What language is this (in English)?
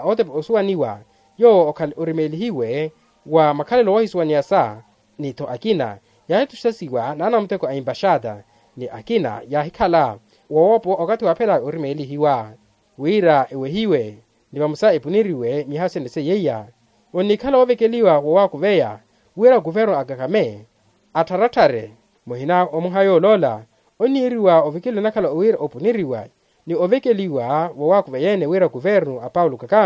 Makhuwa